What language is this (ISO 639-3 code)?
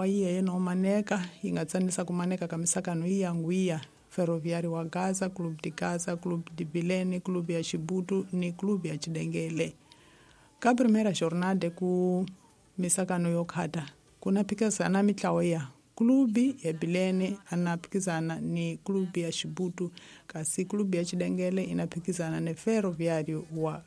tso